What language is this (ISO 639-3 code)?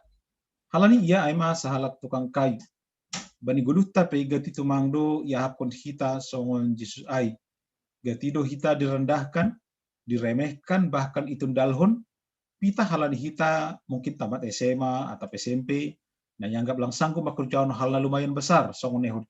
bts